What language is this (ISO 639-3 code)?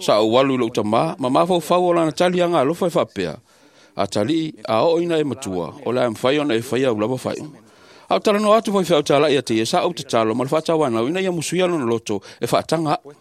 smo